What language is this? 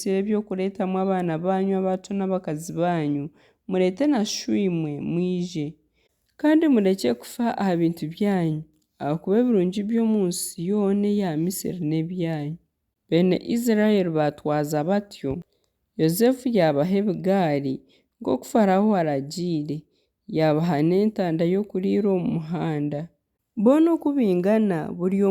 Nyankole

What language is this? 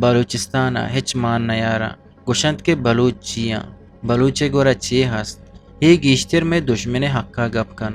Eastern Balochi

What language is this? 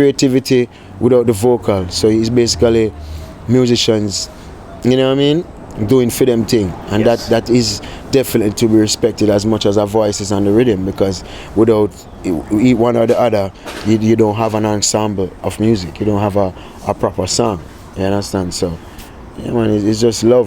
Jamaican Creole English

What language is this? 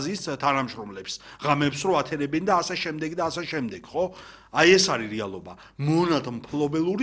Georgian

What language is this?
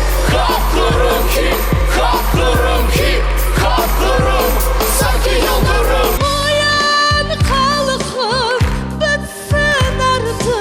Crimean Tatar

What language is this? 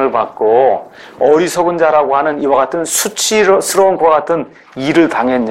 Korean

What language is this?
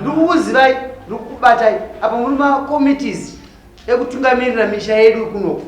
Shona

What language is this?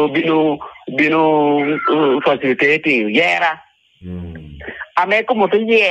Lango (Uganda)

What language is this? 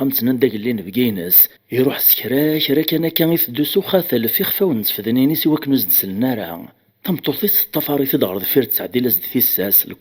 Kabyle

